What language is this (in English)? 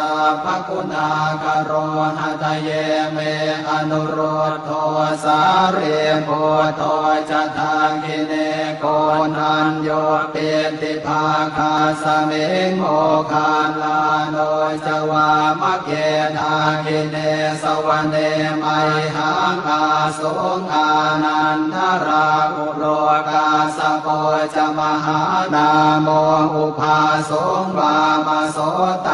Pali